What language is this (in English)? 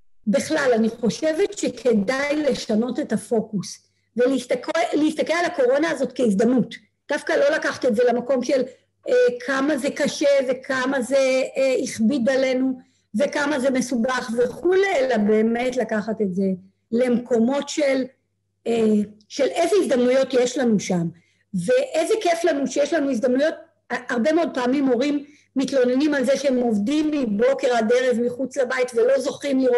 Hebrew